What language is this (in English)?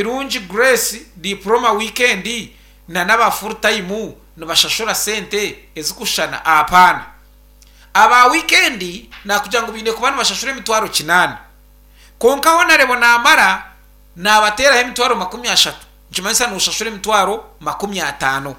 Nyankole